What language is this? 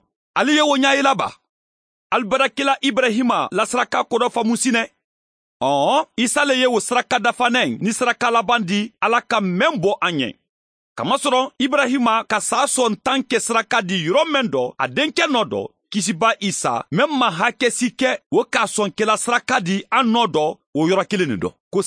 Mandingo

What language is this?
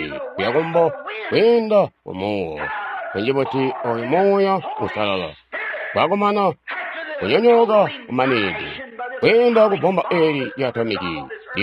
Tonga (Zambia)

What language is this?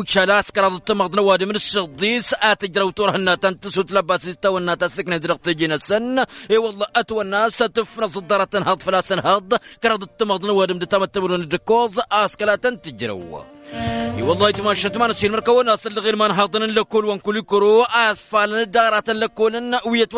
Tamasheq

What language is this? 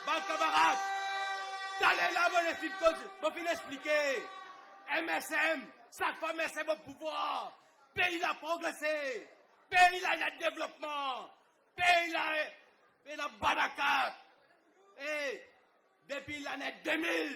Morisyen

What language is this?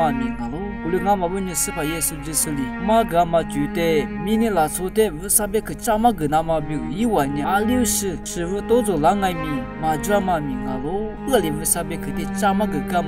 Lisu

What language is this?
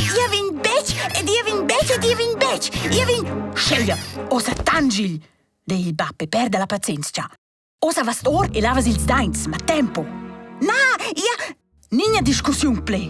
Romansh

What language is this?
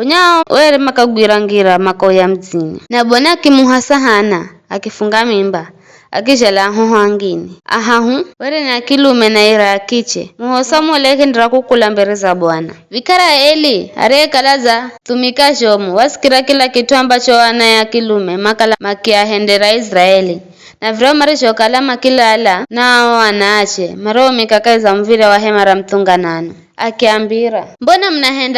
Giryama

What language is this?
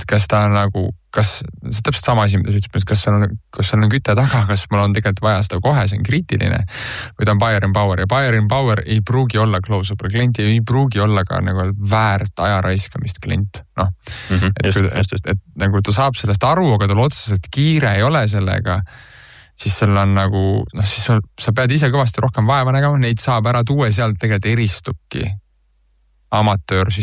Estonian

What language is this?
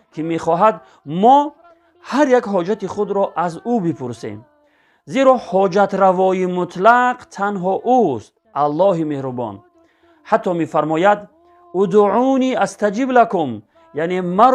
Tajik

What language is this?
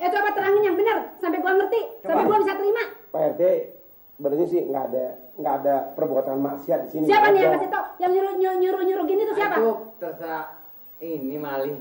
Betawi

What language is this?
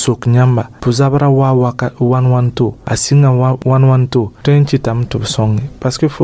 Mossi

